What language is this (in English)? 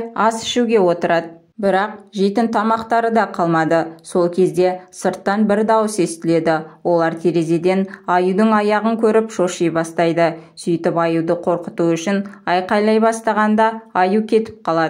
Kazakh